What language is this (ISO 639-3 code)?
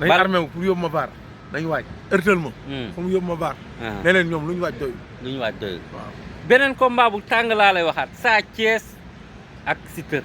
wol